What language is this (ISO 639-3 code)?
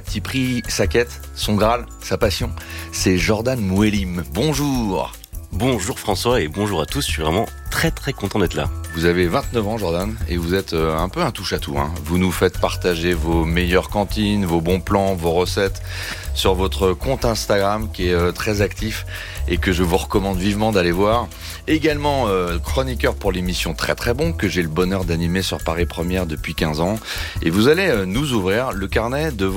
fra